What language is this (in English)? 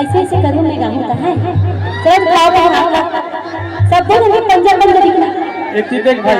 Chhattisgarhi